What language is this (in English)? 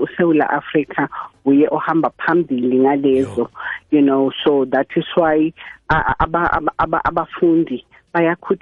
South Ndebele